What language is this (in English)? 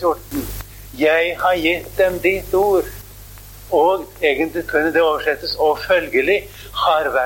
Norwegian